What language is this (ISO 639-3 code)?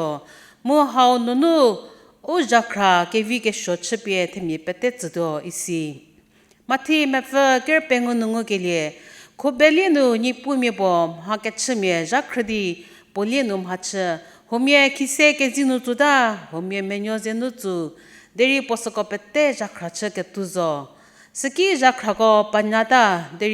njm